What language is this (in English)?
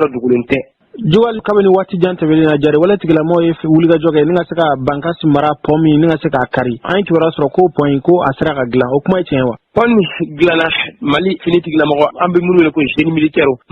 Bambara